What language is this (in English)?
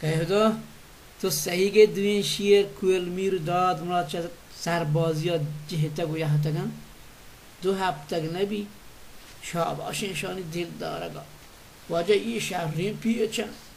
Baluchi